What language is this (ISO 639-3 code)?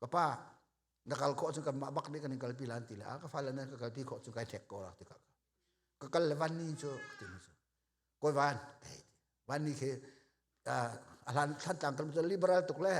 cnh